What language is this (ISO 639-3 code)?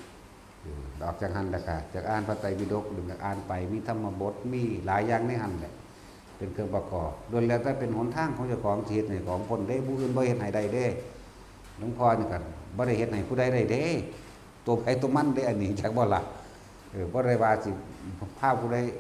tts